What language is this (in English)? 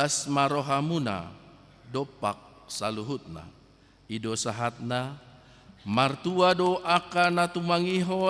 Batak Toba